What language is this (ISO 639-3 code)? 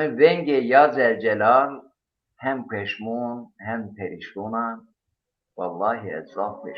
zza